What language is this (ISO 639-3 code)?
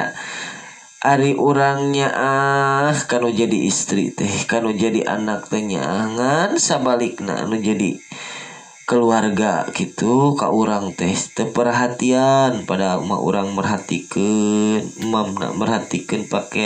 sun